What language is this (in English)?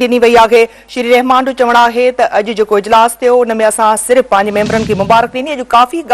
Sindhi